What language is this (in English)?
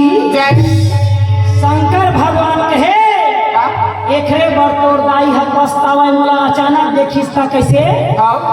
Chhattisgarhi